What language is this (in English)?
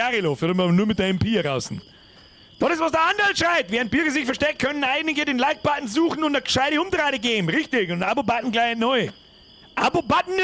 Bavarian